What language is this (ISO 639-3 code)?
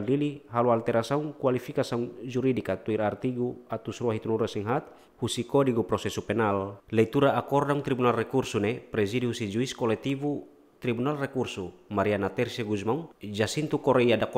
tet